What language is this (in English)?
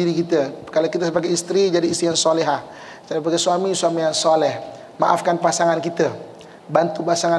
Malay